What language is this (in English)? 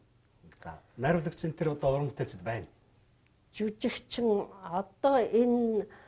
Mongolian